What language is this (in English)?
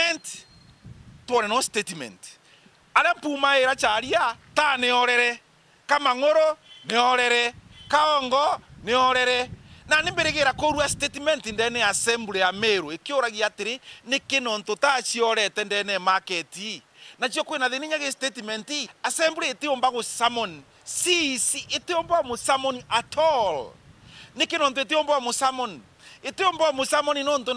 Meru